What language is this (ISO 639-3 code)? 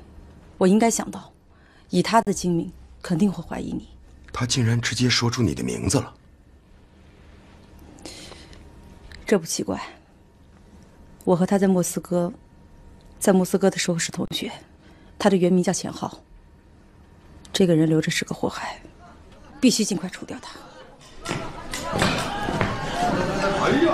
zho